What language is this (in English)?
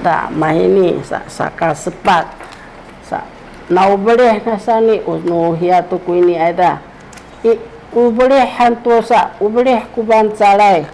Sakizaya